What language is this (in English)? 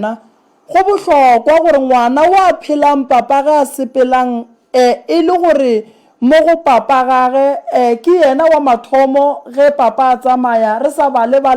Northern Sotho